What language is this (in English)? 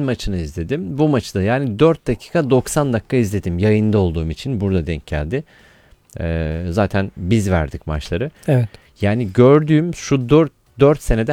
Turkish